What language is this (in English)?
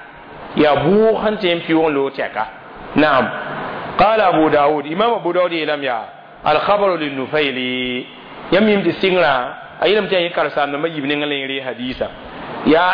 Mossi